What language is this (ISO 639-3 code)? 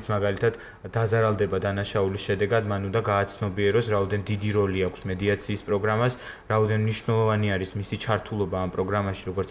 kat